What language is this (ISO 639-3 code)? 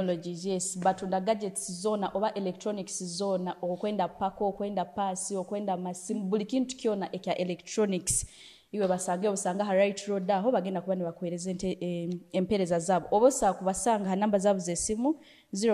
nyo